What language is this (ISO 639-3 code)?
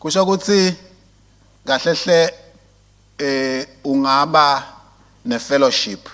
ssw